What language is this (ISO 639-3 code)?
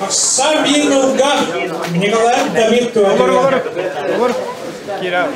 sah